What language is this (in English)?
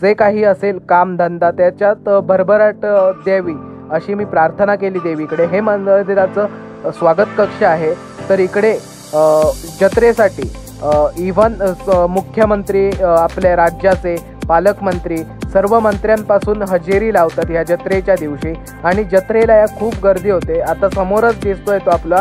Marathi